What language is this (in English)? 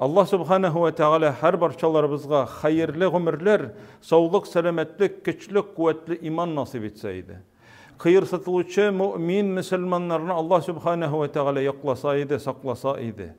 Tatar